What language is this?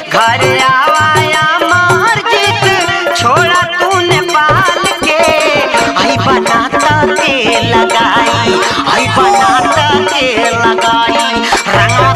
Bhojpuri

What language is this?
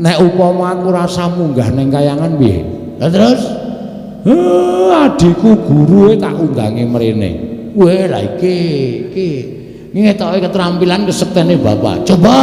Javanese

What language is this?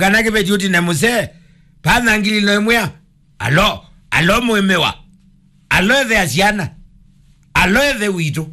Kamba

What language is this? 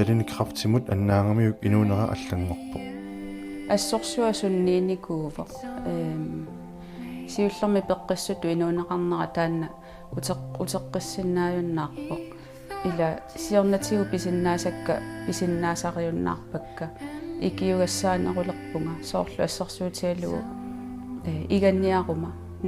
Kalaallisut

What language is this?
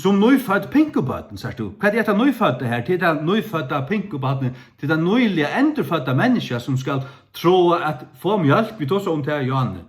Faroese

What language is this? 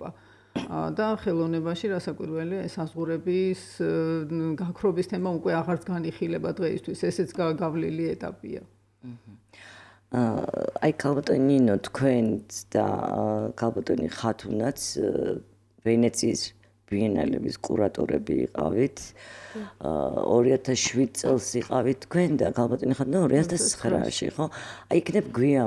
Georgian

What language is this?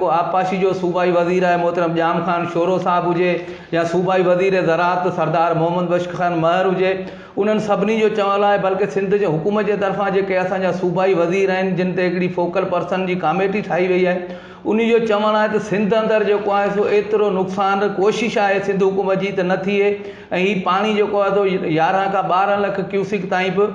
Sindhi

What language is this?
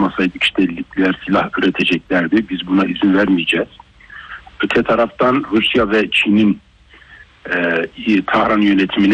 Turkish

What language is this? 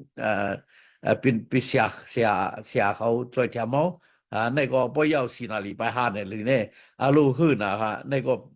Shan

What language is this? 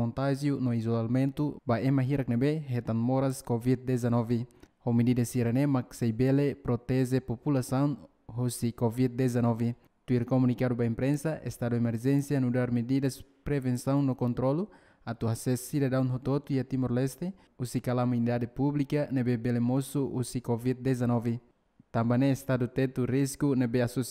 Tetum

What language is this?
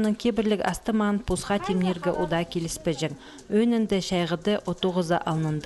Khakas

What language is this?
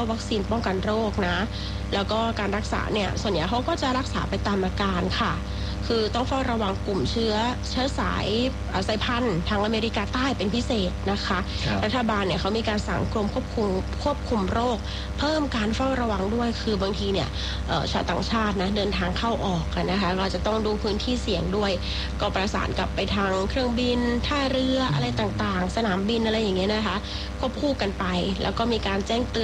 Thai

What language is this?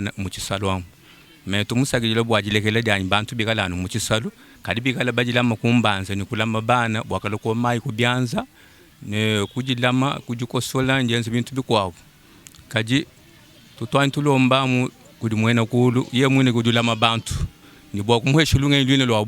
Luba-Lulua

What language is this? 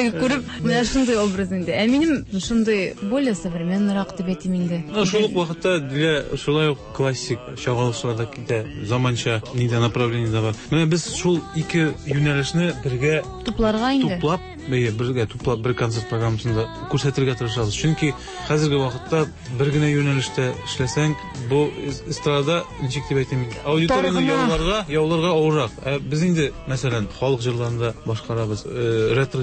Tatar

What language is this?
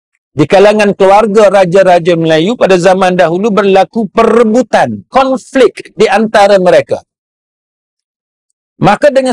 Malay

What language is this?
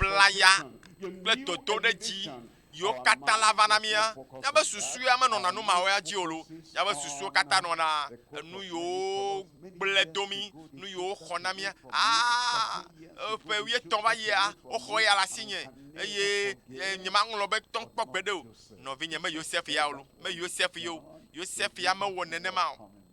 Ewe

